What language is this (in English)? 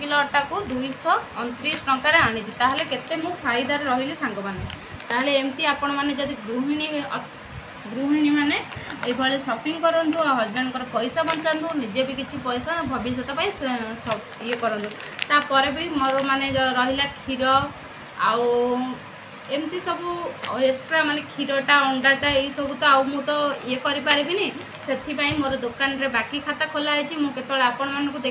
Odia